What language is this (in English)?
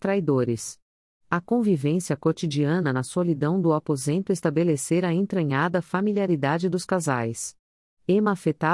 Portuguese